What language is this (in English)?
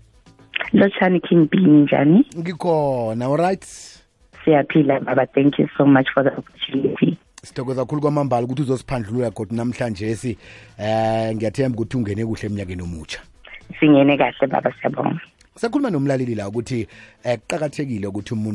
South Ndebele